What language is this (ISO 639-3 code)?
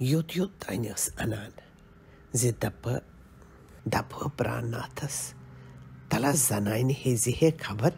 kas